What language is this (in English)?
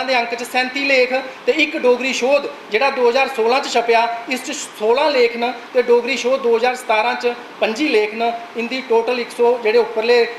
Dogri